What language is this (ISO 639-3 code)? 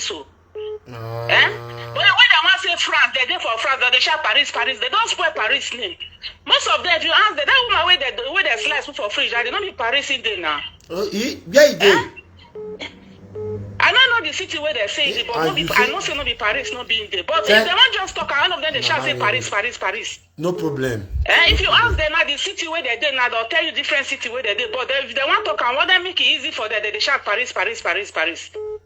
pcm